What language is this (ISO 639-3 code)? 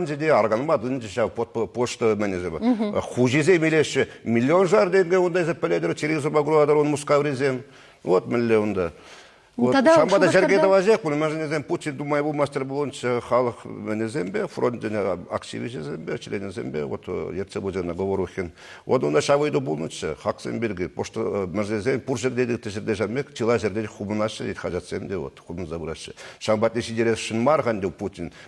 chv